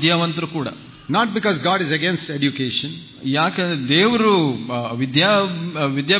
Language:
Kannada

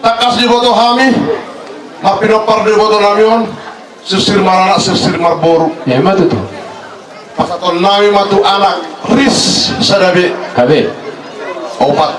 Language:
Batak Toba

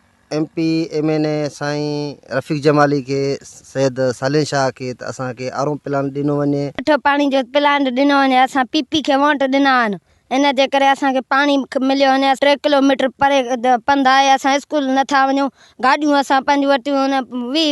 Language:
Sindhi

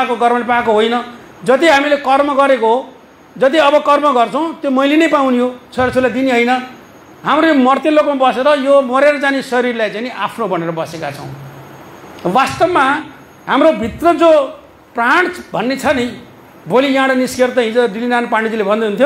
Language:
Nepali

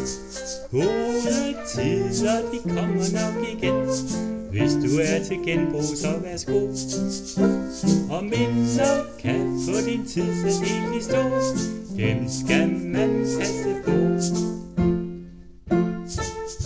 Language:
Danish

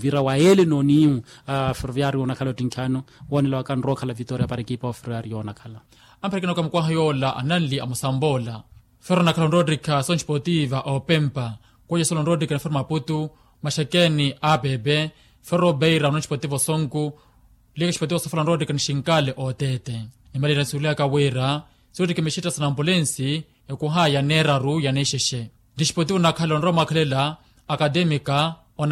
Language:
Makhuwa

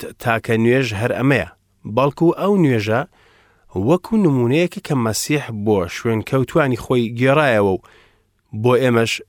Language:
Central Kurdish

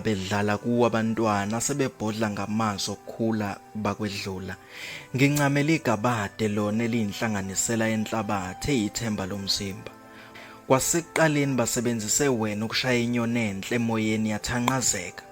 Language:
Zulu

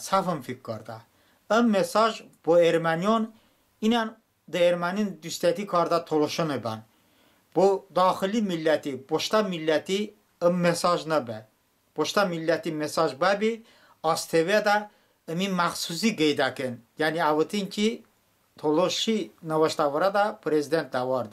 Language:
Talysh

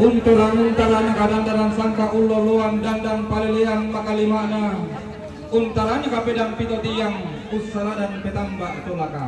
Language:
Toraja-Sa'dan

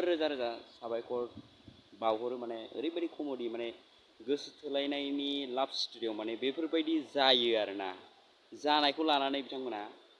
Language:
Bodo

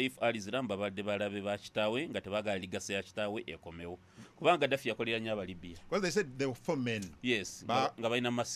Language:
Ganda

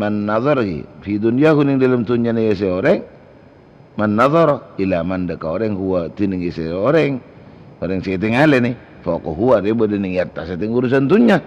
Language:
Madurese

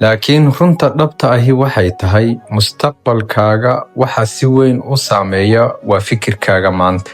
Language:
Somali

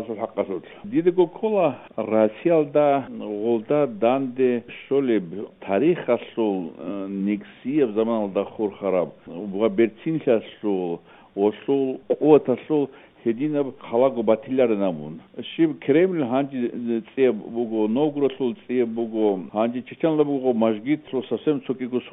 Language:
Avaric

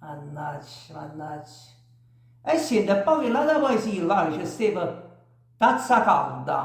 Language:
Neapolitan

